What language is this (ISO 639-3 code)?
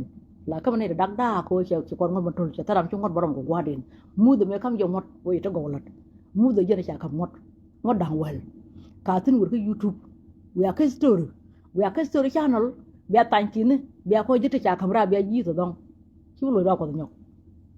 nus